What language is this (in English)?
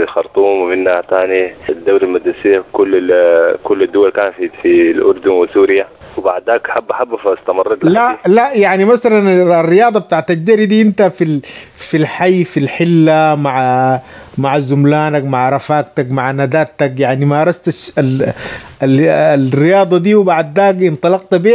Sudanese Arabic